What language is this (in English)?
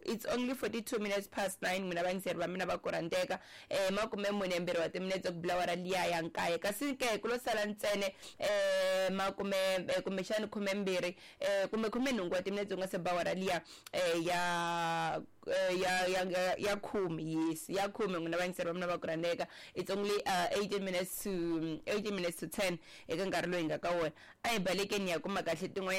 Tsonga